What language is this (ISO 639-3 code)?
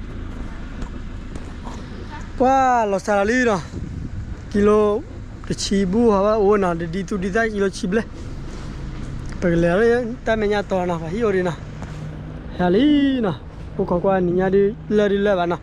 ksw